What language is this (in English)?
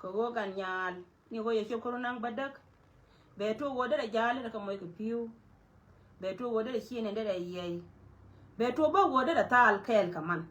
Nuer